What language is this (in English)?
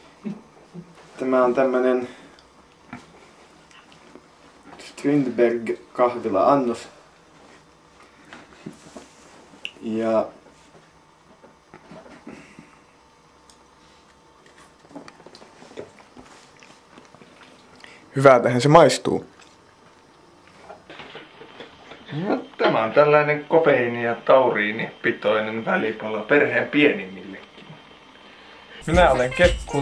Finnish